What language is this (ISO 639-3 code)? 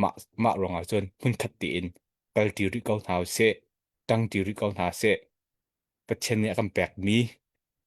cnh